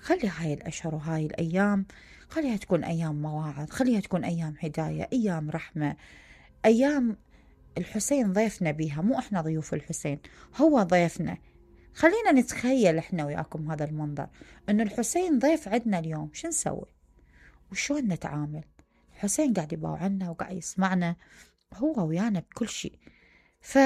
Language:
Mesopotamian Arabic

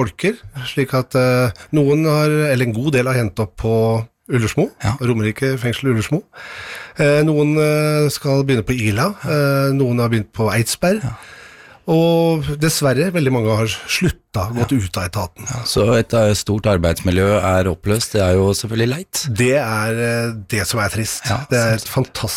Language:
Norwegian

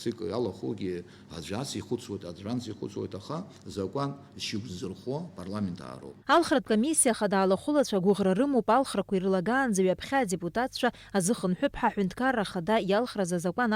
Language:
Abkhazian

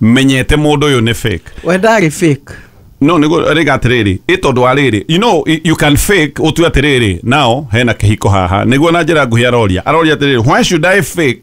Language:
Kikuyu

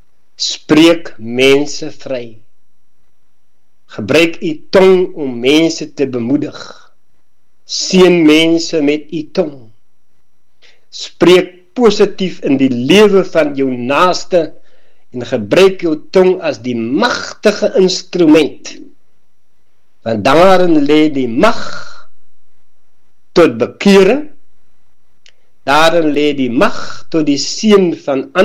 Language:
Afrikaans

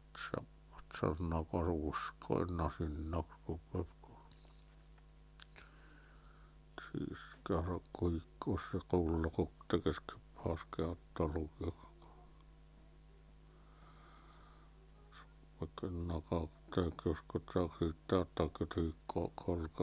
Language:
Finnish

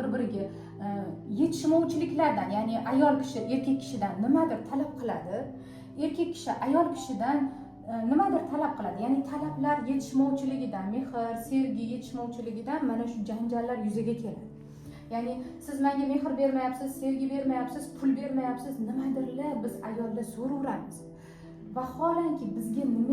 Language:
Uzbek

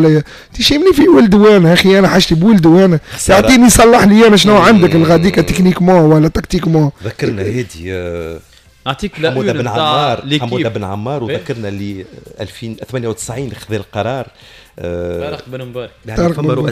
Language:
Tunisian Arabic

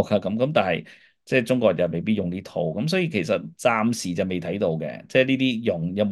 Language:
Cantonese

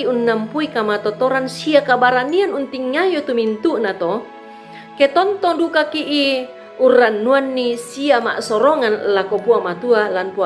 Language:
Toraja-Sa'dan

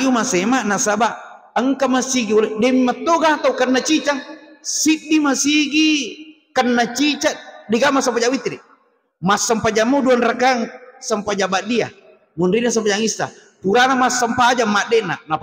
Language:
Buginese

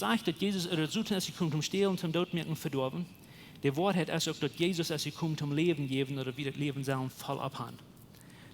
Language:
Plautdietsch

